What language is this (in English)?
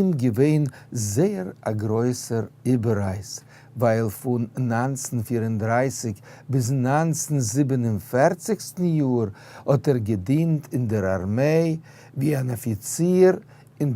Yiddish